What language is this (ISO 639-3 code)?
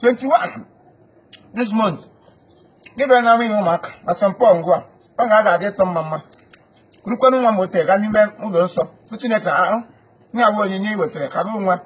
ibo